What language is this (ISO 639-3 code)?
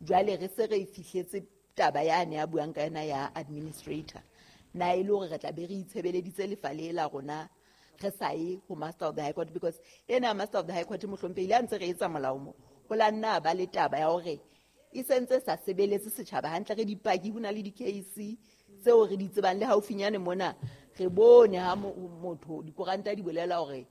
sot